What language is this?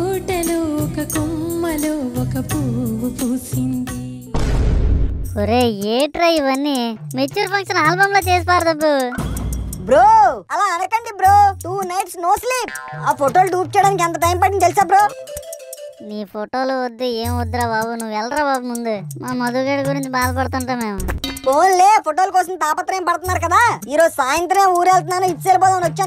Telugu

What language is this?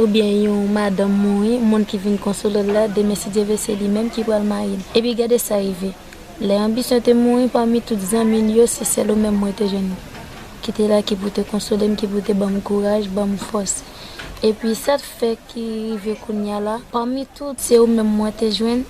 Haitian Creole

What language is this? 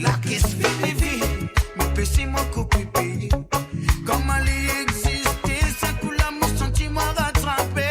Morisyen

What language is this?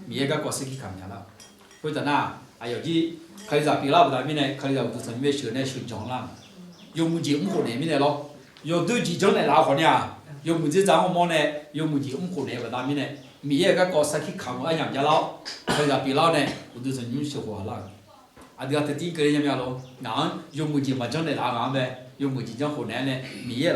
Akha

